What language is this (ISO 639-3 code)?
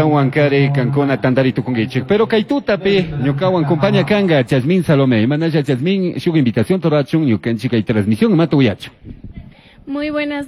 qug